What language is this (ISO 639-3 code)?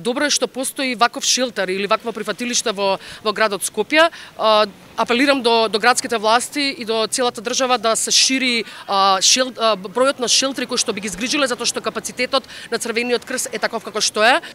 mkd